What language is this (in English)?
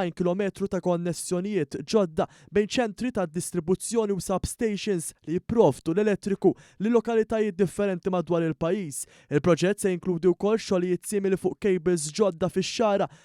Maltese